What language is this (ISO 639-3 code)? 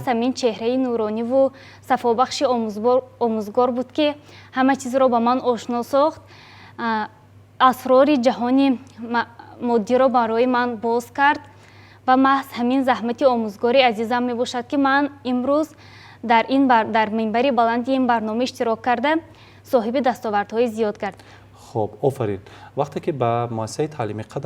tgk